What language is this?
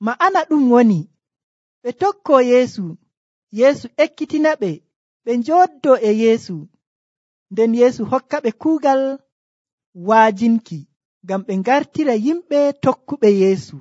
Nigerian Fulfulde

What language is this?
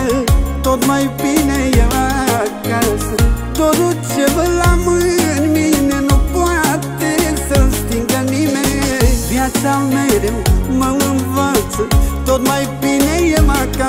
Romanian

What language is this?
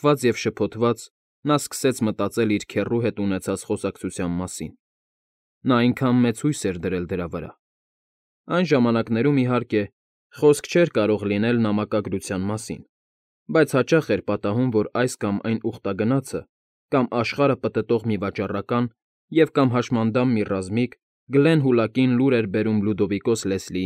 Armenian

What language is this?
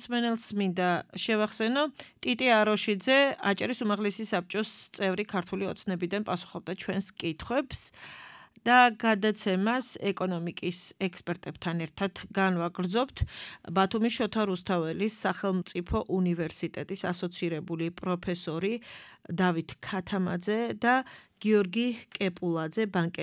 Georgian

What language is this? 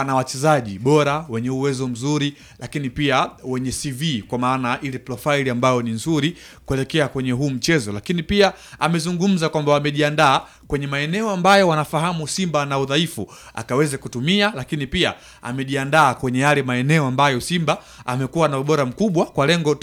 Swahili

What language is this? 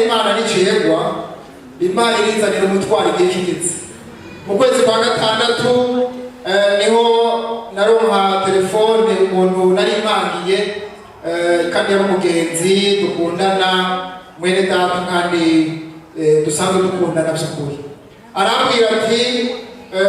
Rundi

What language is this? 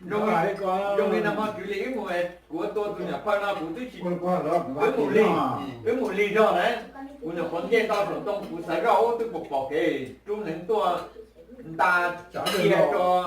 Hmong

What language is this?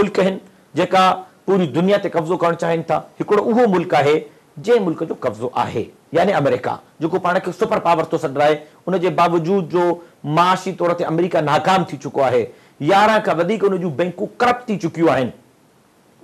Sindhi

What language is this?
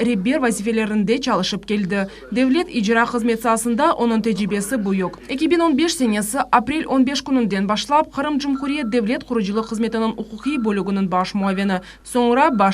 Crimean Tatar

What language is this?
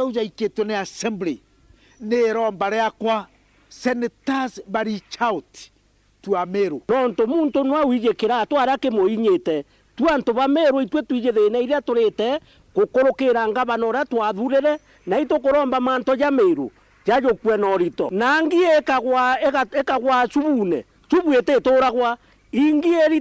Meru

